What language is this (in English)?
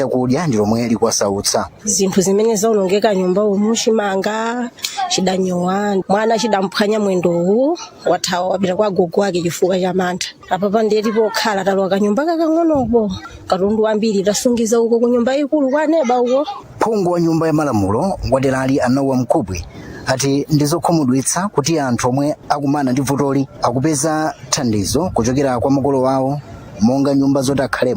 Nyanja